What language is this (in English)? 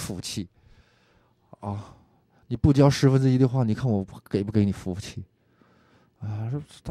Chinese